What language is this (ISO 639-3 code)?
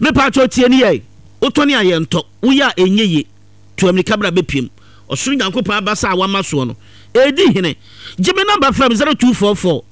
aka